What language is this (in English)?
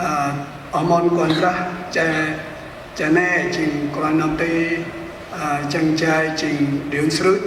Central Mnong